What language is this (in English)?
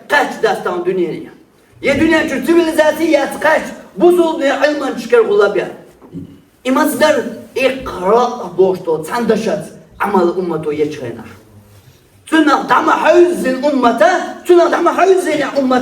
Chechen